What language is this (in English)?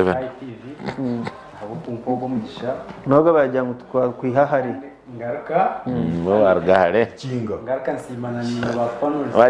Nyankole